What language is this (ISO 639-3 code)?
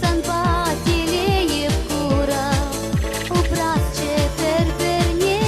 chv